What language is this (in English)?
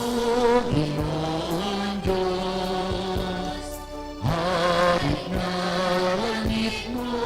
Hiligaynon